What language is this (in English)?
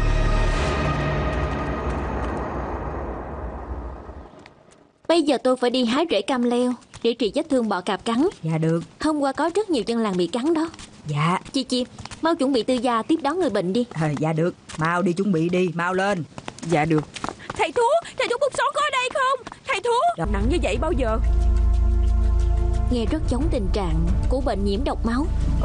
Vietnamese